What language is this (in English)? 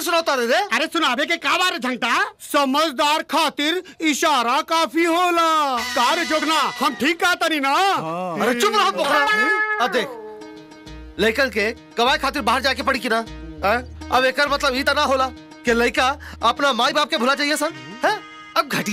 Bhojpuri